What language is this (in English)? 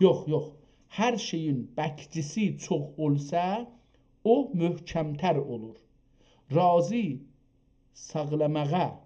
South Azerbaijani